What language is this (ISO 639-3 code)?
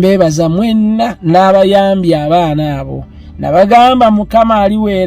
lug